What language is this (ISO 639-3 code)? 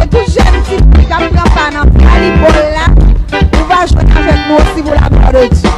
hat